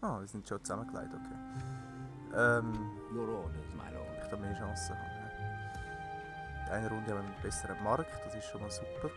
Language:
Swiss German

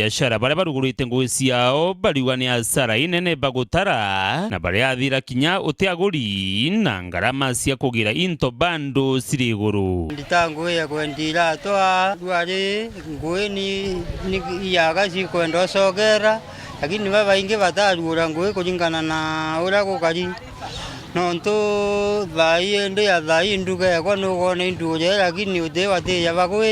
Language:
Meru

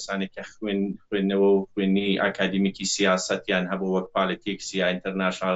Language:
Central Kurdish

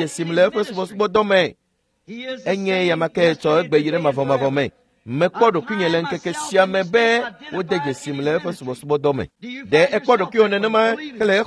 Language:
Ewe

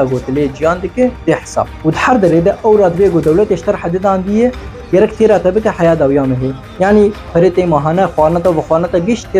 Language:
Kurdish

